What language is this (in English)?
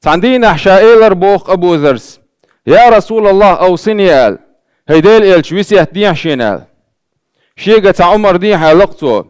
Chechen